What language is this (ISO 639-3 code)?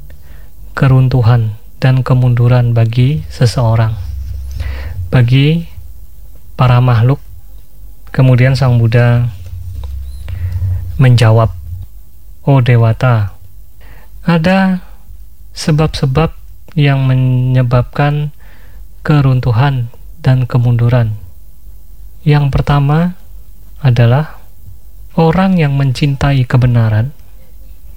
ind